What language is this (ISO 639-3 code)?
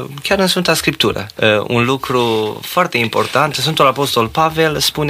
ron